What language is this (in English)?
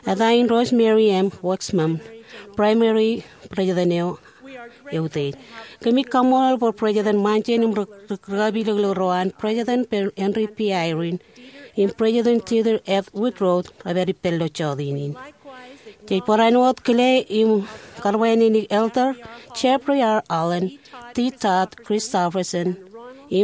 Marshallese